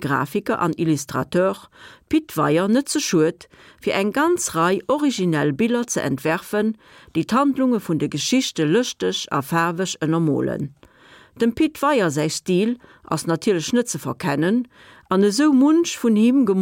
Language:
Luxembourgish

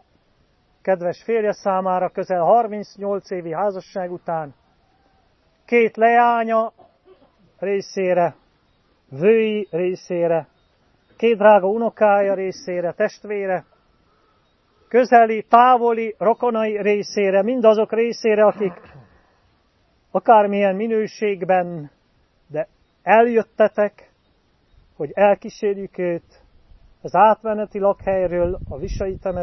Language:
Hungarian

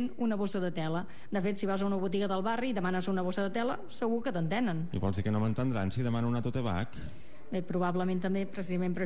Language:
Catalan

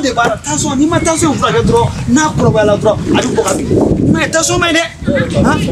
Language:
Bambara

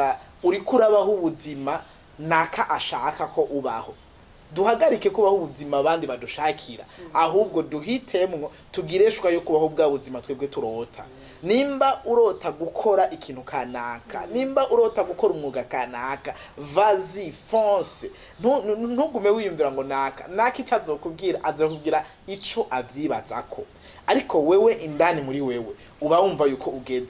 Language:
Rundi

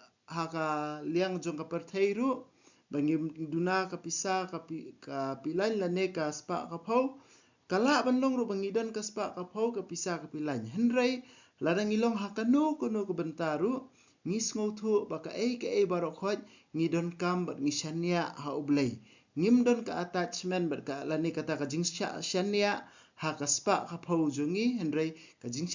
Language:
Khasi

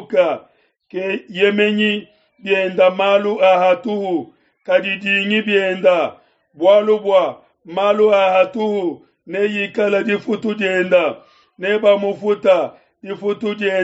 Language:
Luba-Lulua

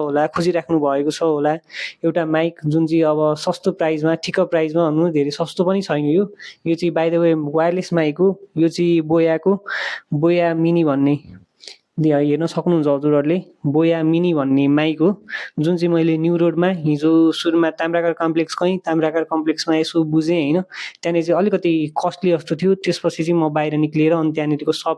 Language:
Nepali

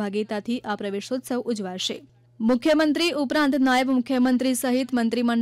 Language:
Gujarati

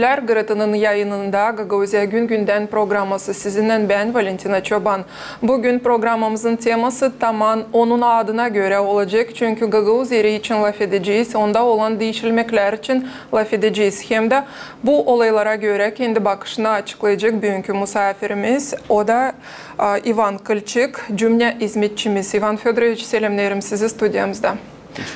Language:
Gagauz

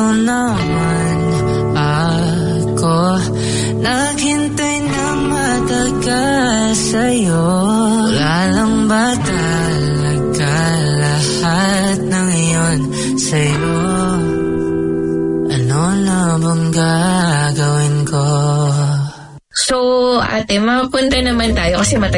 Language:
Filipino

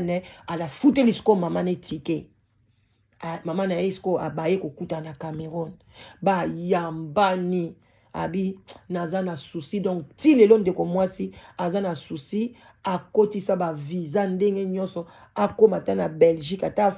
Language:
Lingala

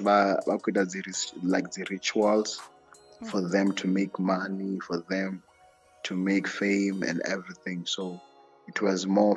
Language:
Venda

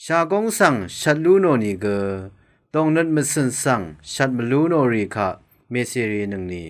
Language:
Rawang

